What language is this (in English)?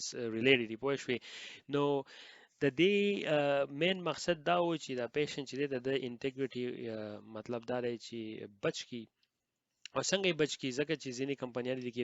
Pashto